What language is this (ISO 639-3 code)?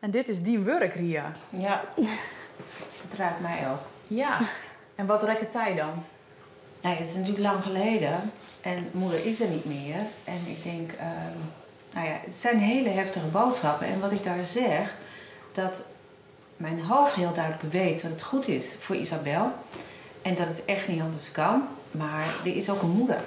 fry